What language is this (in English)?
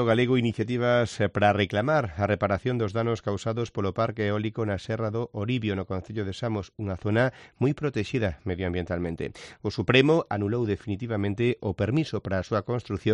Galician